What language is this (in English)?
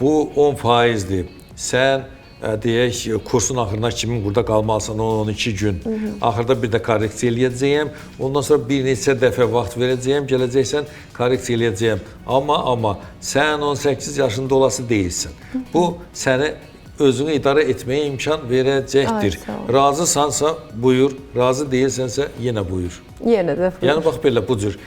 Azerbaijani